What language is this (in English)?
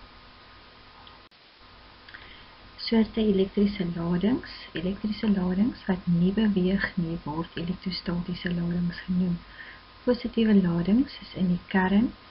Afrikaans